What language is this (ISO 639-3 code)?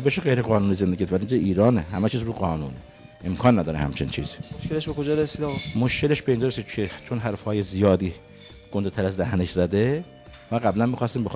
fas